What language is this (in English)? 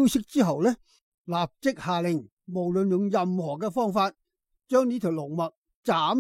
Cantonese